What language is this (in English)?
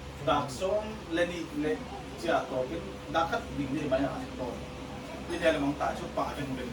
Paite Chin